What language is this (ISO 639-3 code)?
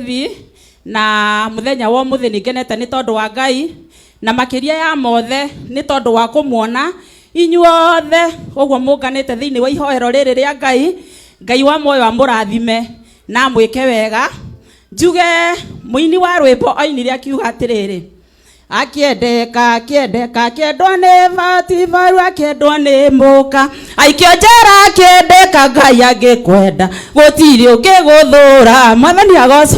kik